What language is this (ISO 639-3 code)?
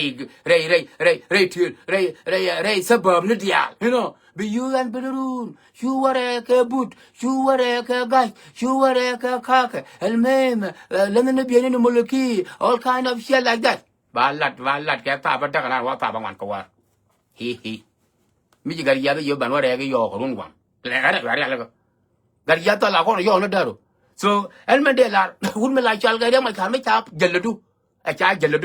nus